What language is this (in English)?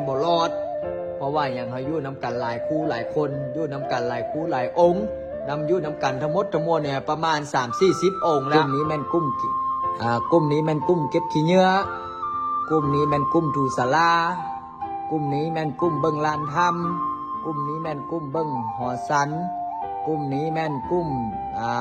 Lao